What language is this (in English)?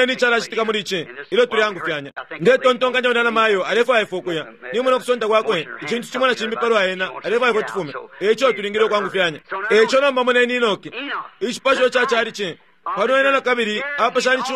Bemba